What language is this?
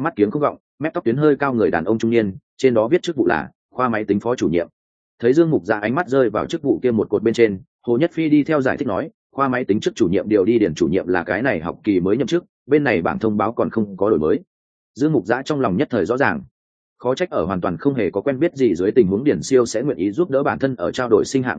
Vietnamese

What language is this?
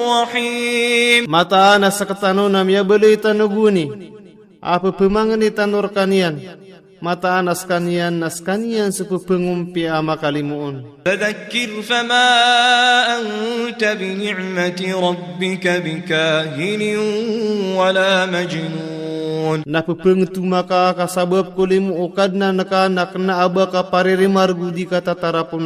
Maranao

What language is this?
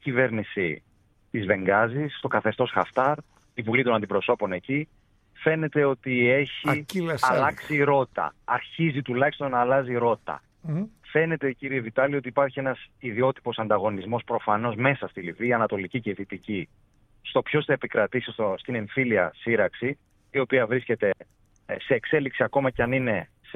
Greek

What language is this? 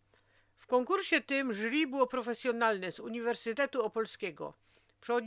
Silesian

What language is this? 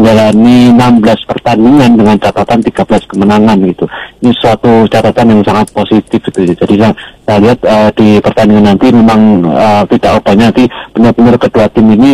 Indonesian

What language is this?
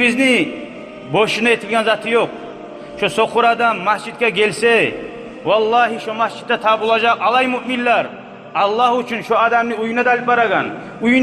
Kumyk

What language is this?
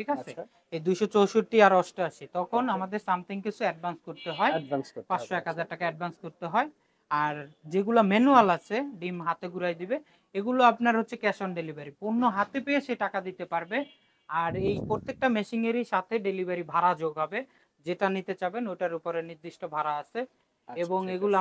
Bangla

